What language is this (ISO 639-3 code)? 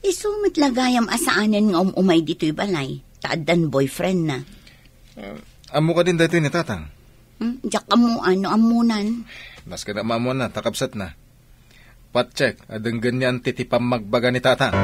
ilo